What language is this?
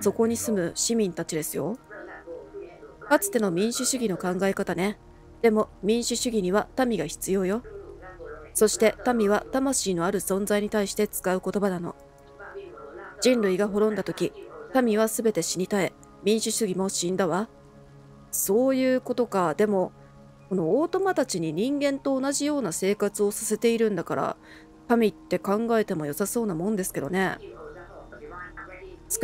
Japanese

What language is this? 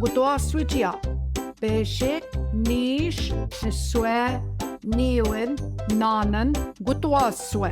Central Ojibwa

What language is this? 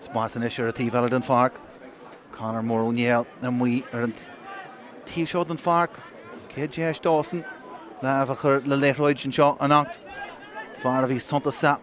Irish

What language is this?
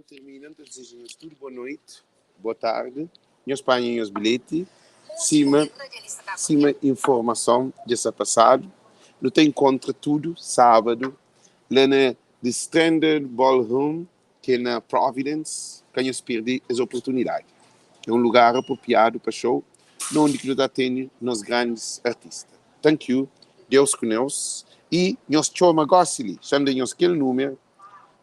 Kabuverdianu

